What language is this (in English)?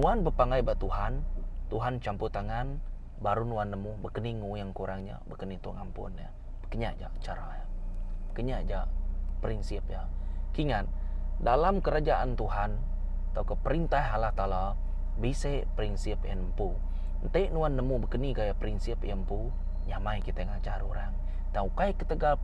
Iban